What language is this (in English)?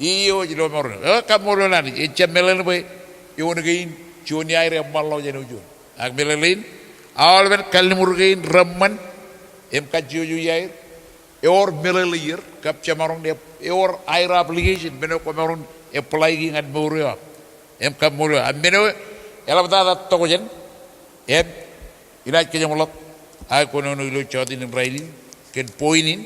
Marshallese